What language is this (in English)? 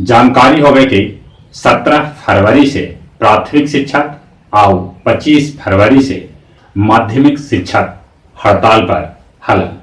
Magahi